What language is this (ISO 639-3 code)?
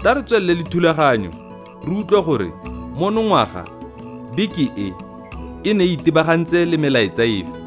tsn